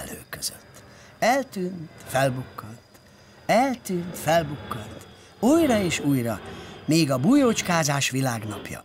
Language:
Hungarian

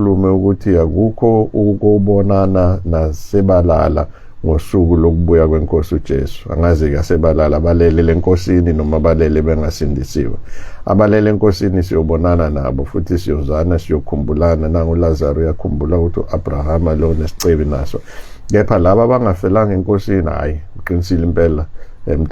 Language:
Zulu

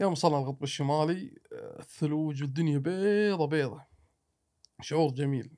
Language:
Gulf Arabic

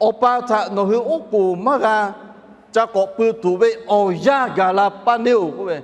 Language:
Lahu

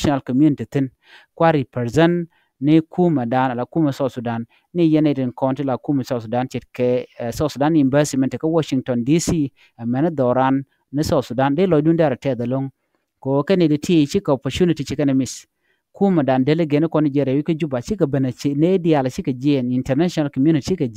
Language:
Nuer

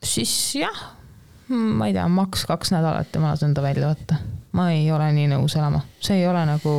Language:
Estonian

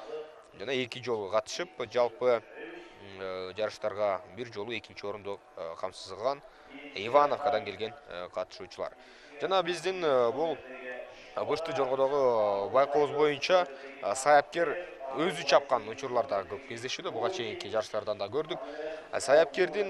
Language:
Kyrgyz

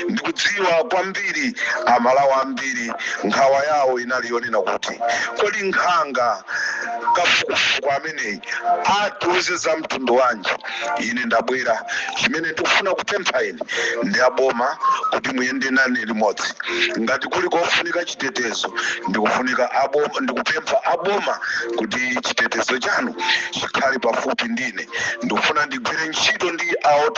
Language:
Nyanja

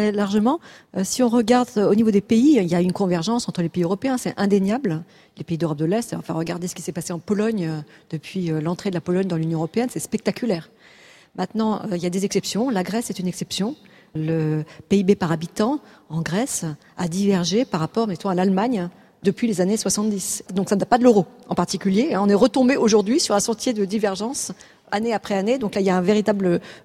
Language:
French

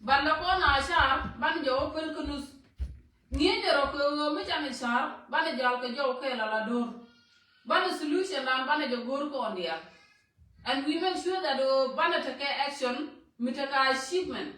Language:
Nuer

